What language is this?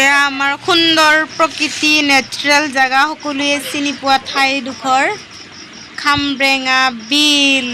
Assamese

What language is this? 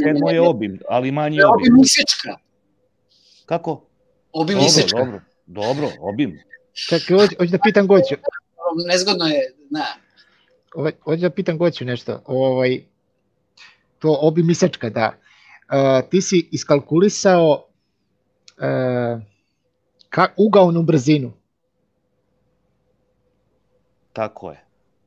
Serbian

